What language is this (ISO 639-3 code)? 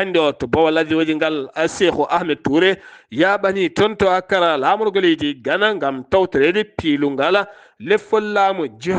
ful